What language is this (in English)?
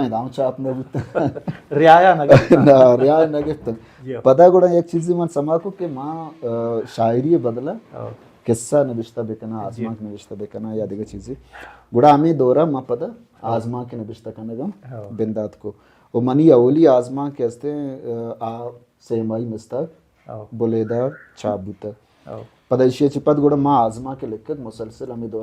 Baluchi